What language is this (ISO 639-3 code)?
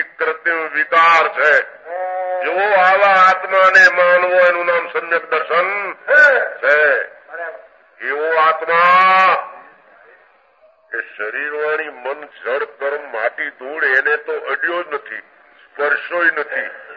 guj